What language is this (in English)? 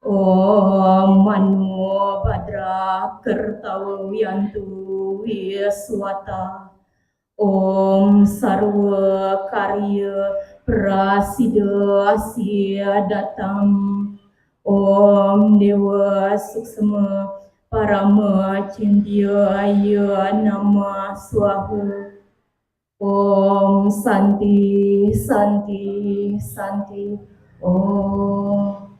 Balinese